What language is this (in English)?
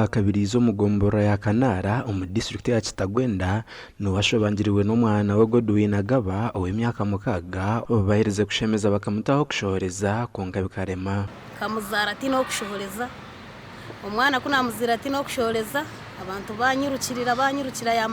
Nyankole